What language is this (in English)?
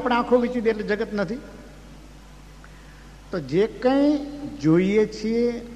Gujarati